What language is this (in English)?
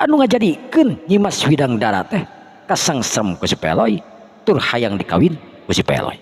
Sundanese